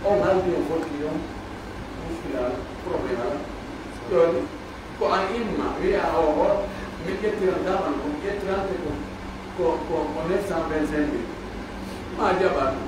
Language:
Pular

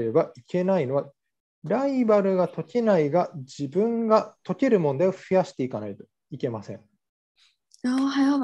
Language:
Japanese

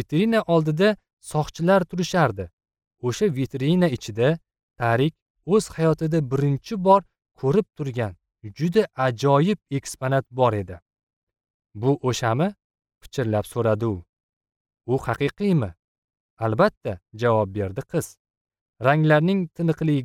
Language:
Uzbek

